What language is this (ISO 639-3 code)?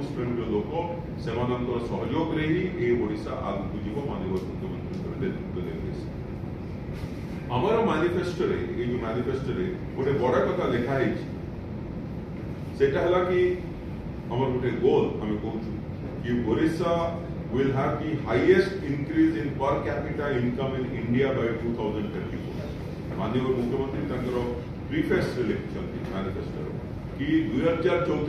ori